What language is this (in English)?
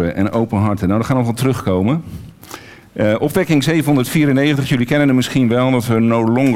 Dutch